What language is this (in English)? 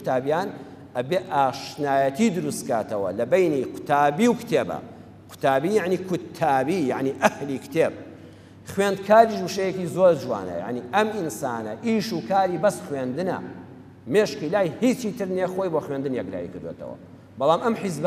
Central Kurdish